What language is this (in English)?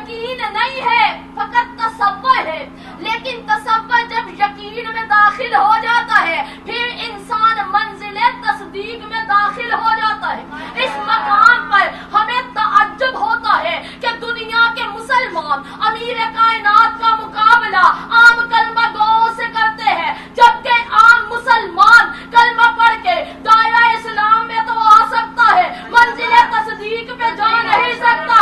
Urdu